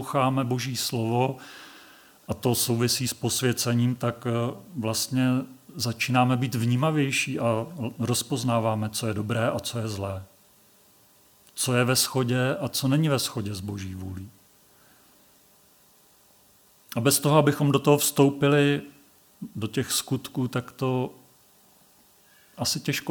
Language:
Czech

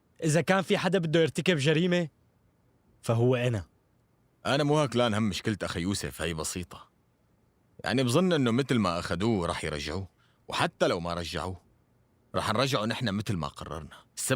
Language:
North Levantine Arabic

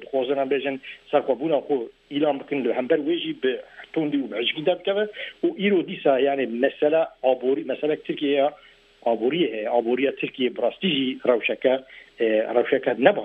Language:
Kurdish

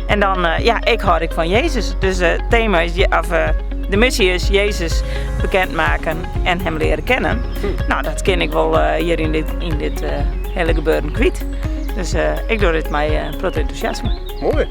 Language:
Western Frisian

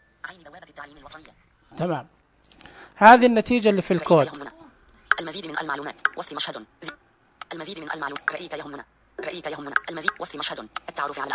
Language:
Najdi Arabic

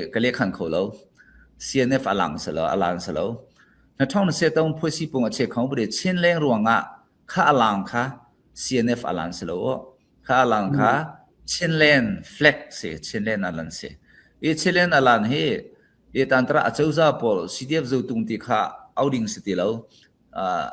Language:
Falam Chin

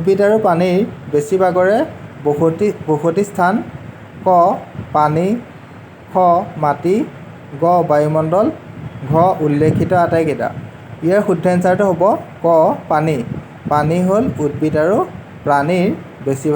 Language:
Assamese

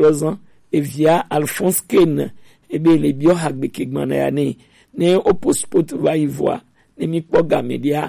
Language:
Gen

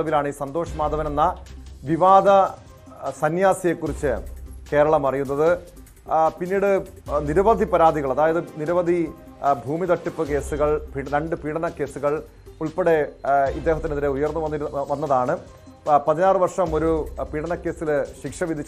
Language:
Malayalam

